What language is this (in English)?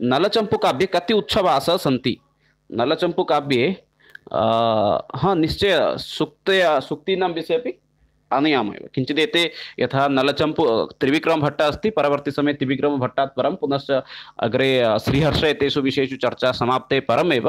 Sanskrit